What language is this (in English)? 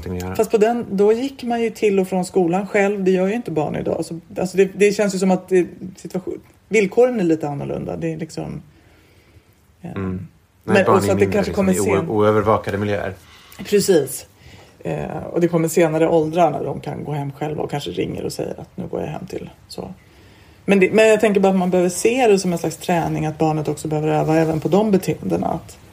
Swedish